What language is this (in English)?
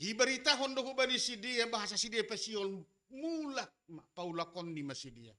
Batak Simalungun